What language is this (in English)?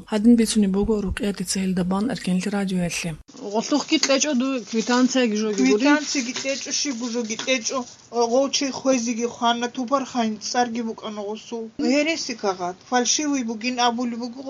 Avaric